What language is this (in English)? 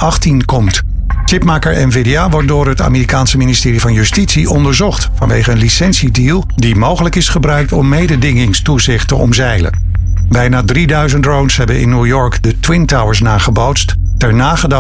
Dutch